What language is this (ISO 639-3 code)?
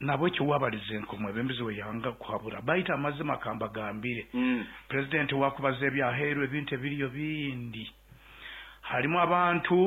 nyn